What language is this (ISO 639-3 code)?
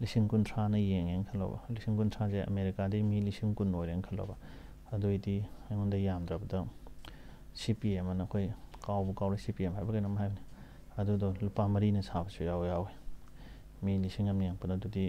mni